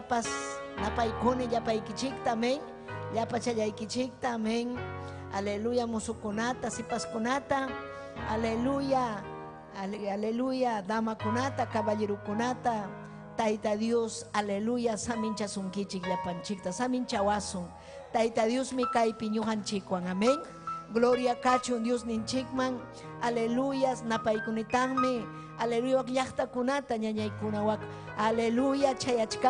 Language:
Ayacucho Quechua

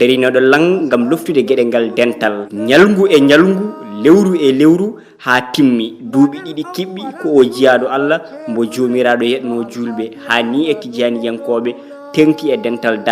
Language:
Fula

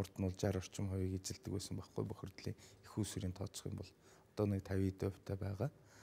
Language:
Mongolian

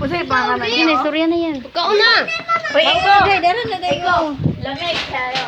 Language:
Cebuano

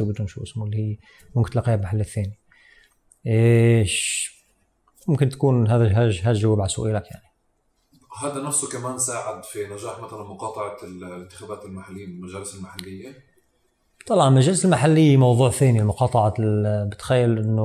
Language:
North Levantine Arabic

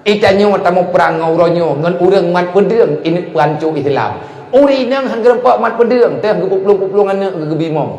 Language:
Achinese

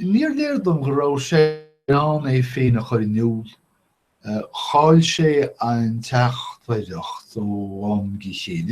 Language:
Irish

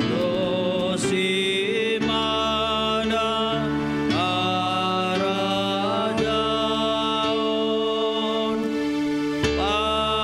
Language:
Batak Simalungun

